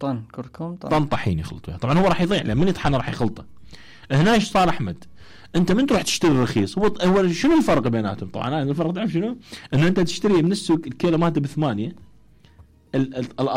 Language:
Mesopotamian Arabic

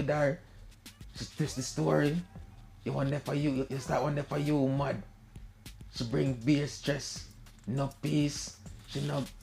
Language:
Jamaican Creole English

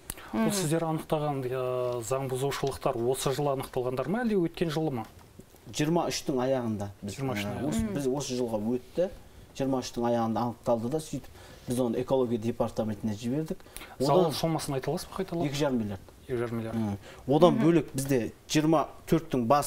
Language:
Kazakh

